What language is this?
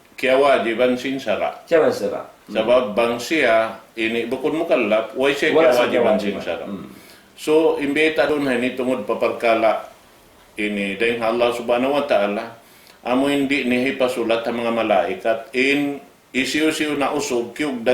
Tausug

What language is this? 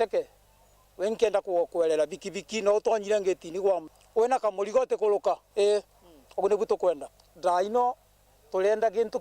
Meru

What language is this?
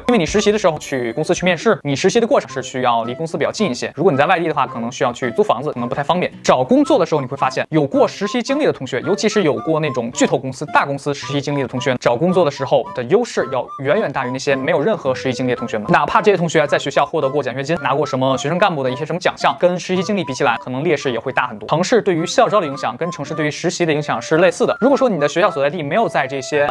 Chinese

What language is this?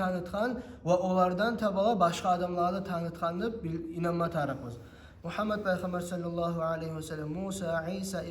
Kumyk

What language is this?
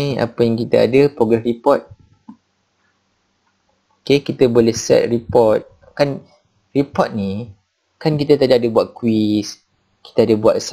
Malay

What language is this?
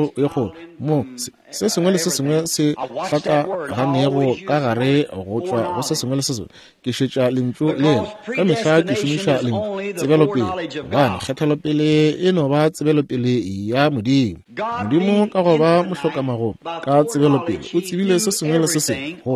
Northern Sotho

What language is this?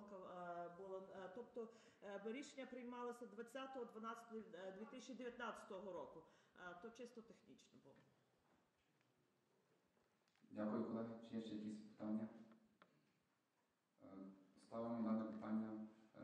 Ukrainian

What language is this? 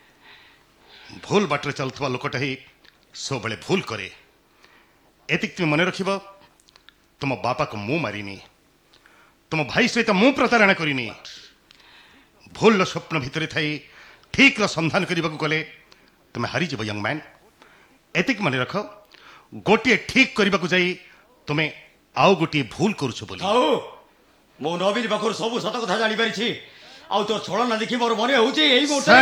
Odia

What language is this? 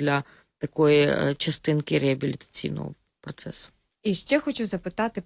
Ukrainian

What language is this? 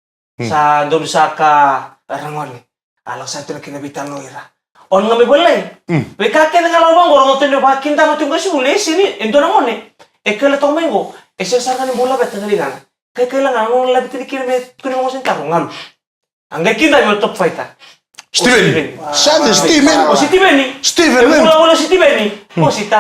Fijian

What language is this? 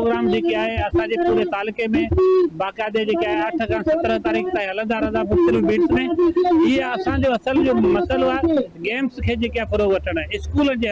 Sindhi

